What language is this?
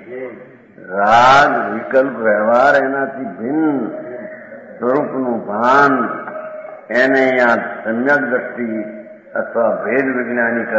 Gujarati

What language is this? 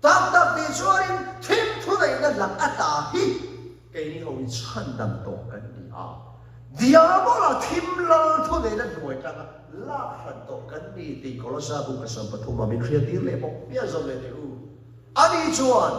Mizo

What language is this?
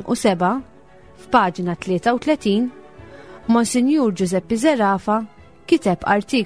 Maltese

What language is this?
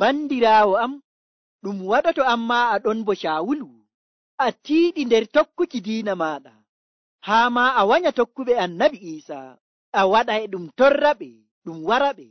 Nigerian Fulfulde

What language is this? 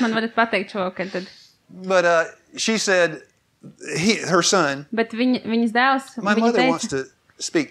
Latvian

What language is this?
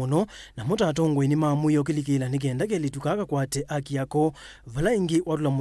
Kamba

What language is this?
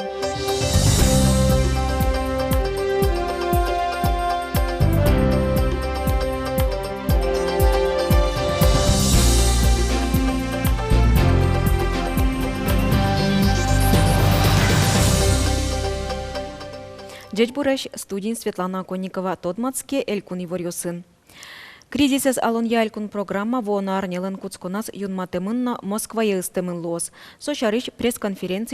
Udmurt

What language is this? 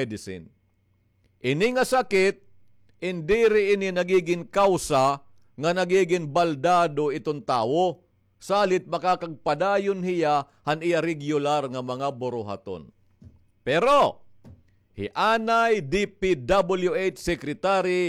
Waray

